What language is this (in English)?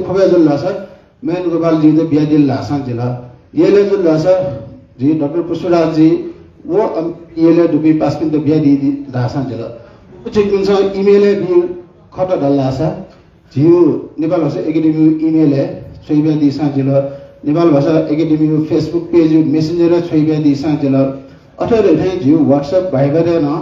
Newari